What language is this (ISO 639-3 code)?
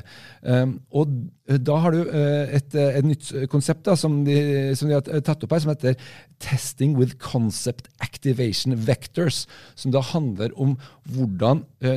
nor